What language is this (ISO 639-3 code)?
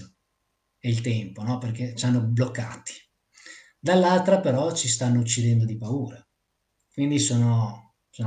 ita